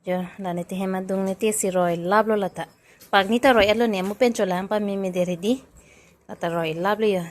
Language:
Karbi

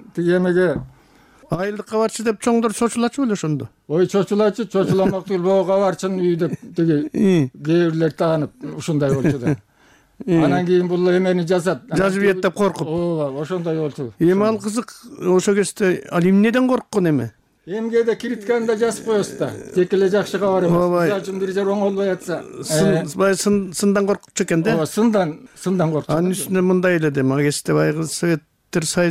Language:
Kyrgyz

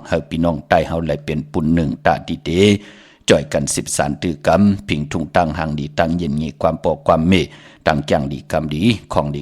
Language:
Shan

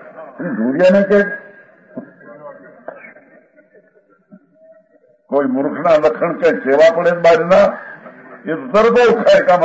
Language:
Gujarati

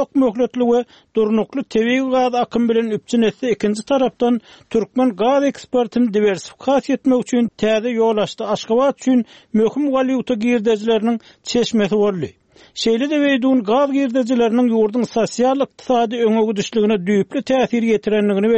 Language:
Turkmen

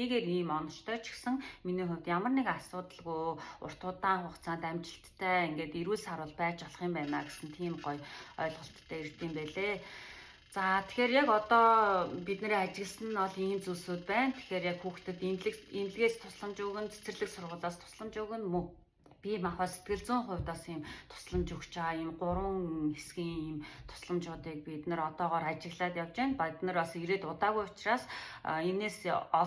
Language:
Mongolian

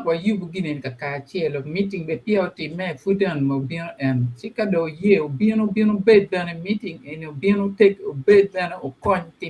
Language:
Acoli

